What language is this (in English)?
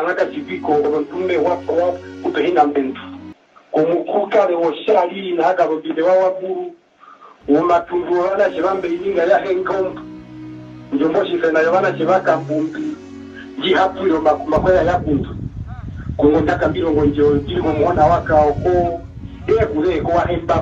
Herero